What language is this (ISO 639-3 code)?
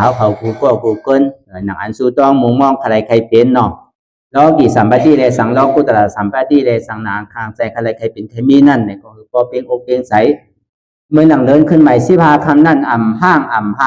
shn